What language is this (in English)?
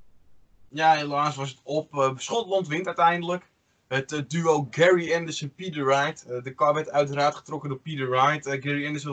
Dutch